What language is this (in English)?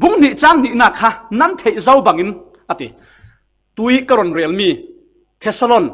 Falam Chin